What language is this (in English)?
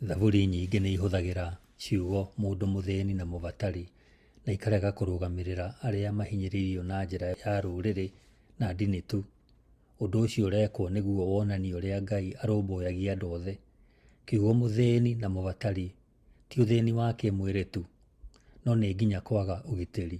Kikuyu